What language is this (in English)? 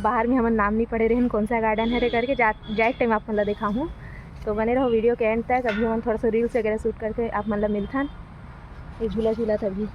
Chhattisgarhi